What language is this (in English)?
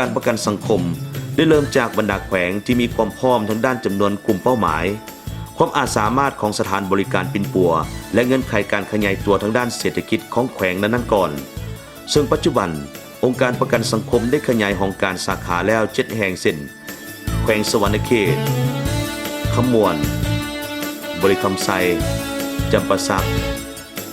Lao